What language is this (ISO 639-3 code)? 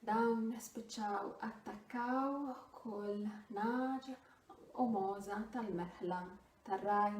mlt